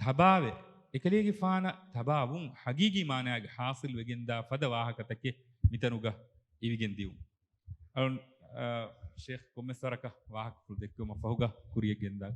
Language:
Divehi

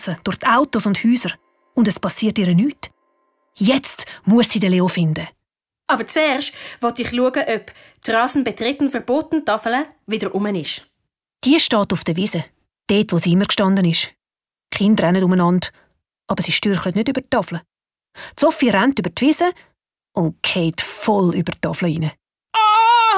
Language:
Swiss German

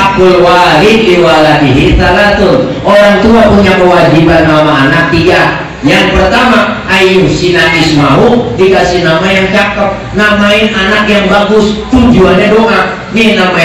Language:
Betawi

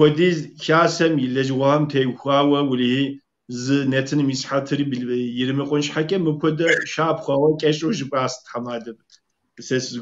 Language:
Kabardian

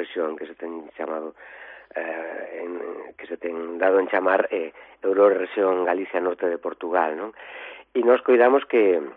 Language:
Galician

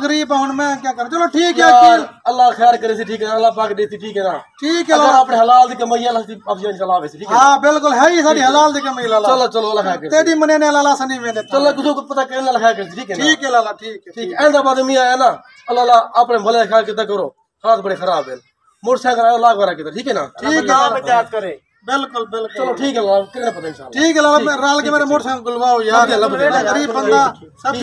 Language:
Saraiki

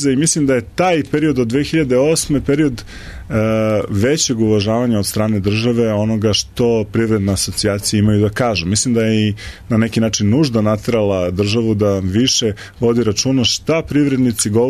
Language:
Serbian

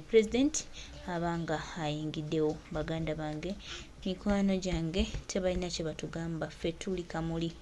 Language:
Ganda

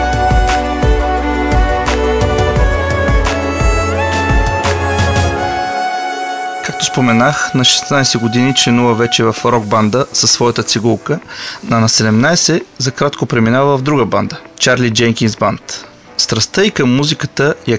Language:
Bulgarian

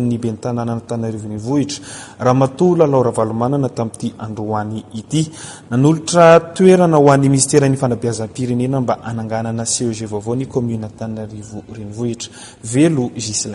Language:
Malagasy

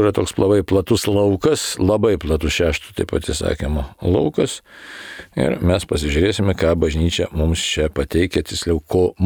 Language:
Lithuanian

